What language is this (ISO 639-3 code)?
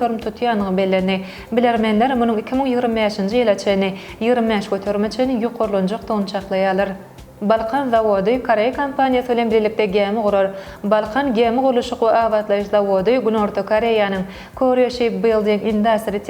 tuk